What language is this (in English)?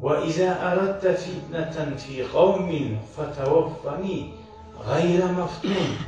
Kumyk